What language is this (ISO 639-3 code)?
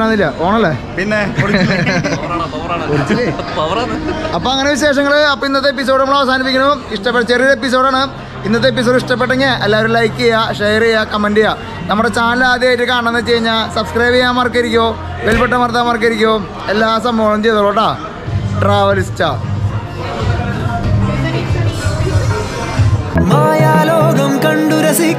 mal